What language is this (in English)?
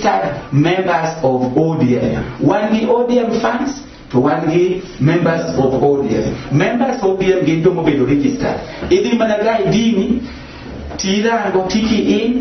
Luo (Kenya and Tanzania)